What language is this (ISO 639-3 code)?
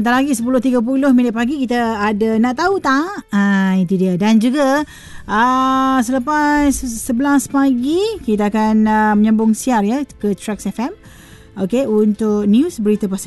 msa